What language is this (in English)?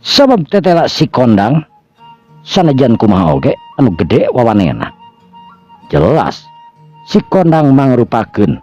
Sundanese